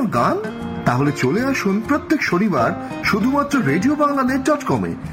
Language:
Bangla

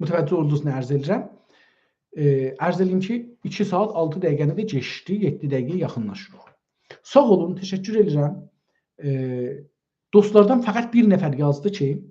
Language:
South Azerbaijani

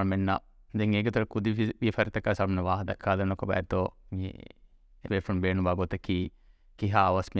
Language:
Divehi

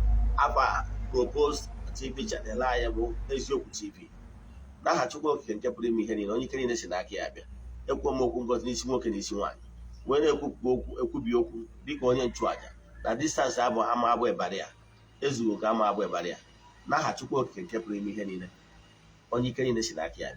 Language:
Igbo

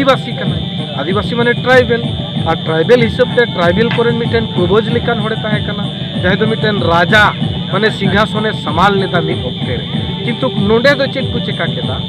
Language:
Santali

